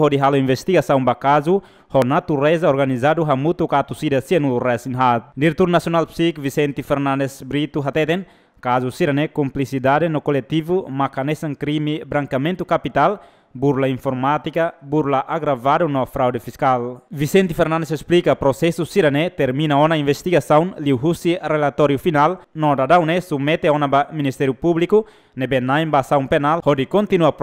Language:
Tetum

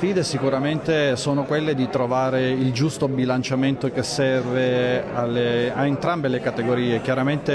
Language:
Italian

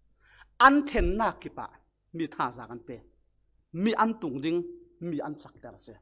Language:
Falam Chin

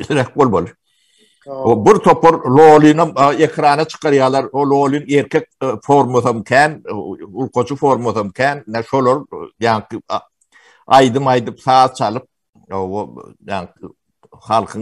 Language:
Turkmen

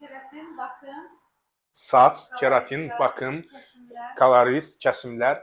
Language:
Azerbaijani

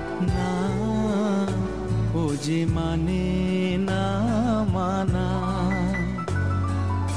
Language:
Bangla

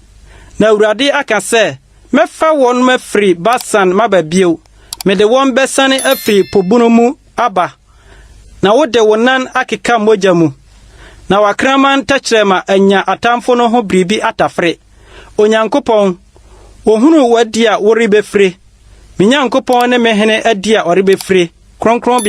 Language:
Akan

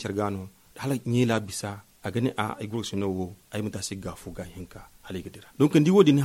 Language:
Zarma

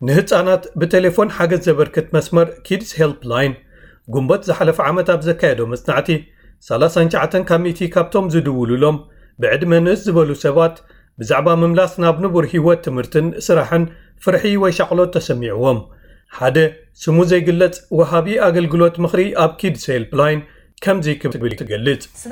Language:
Tigrinya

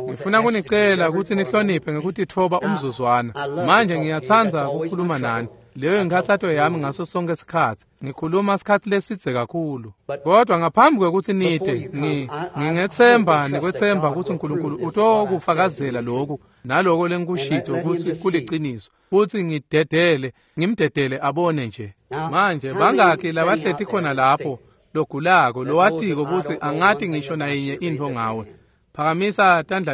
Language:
Swati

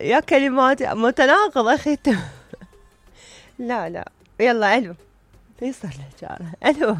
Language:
Mesopotamian Arabic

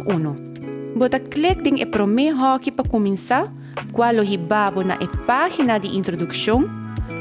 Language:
Papiamento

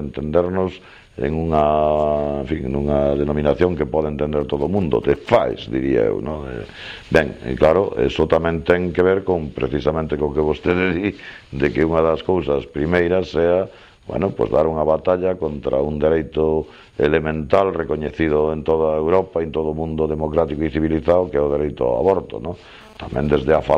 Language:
Galician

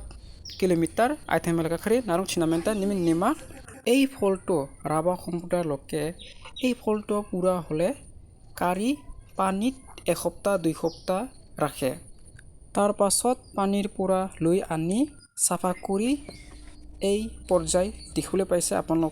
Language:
Assamese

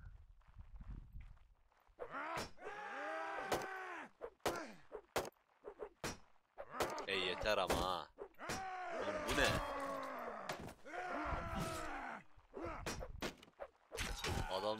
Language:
Turkish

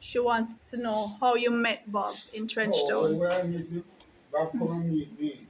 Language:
Jamaican Creole English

